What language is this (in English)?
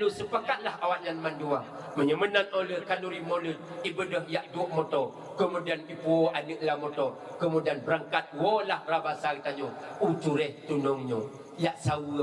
Achinese